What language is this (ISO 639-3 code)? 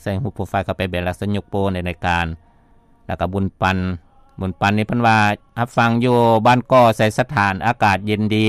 lao